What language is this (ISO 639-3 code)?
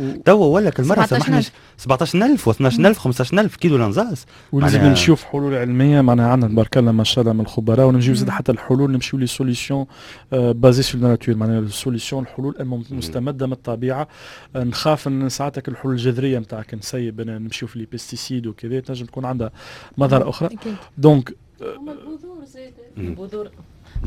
aeb